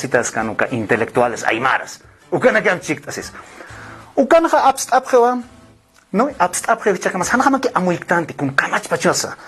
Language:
Aymara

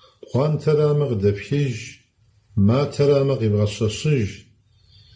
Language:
Kabardian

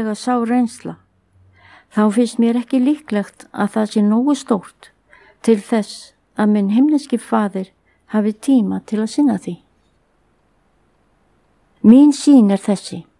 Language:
Icelandic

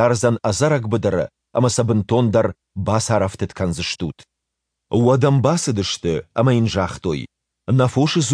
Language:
Ossetic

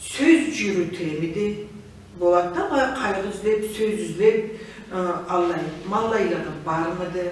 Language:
Karachay-Balkar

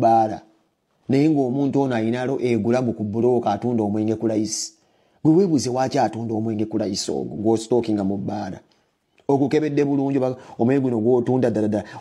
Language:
Ganda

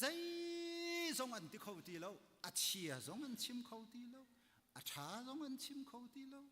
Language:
Hakha Chin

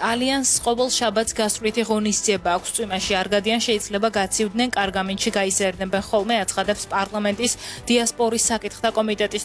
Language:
Georgian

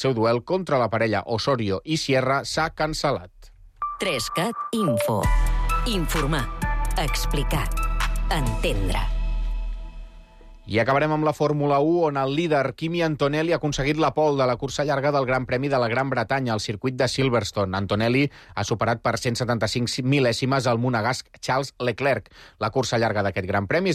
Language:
Catalan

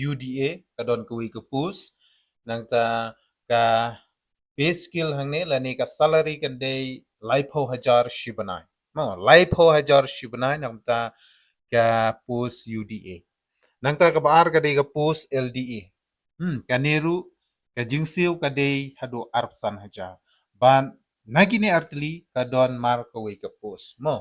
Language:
Khasi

